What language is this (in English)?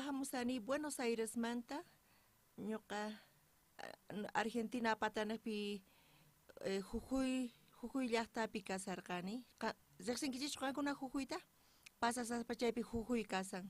South Bolivian Quechua